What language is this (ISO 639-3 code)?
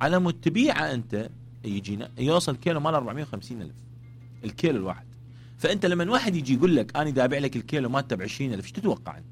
acm